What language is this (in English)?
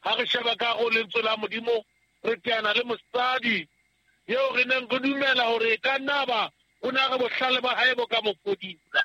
Southern Sotho